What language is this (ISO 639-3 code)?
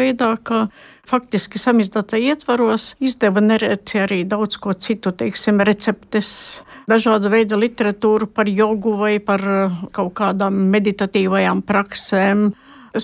lav